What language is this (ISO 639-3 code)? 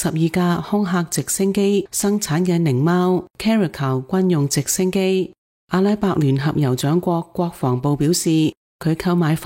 yue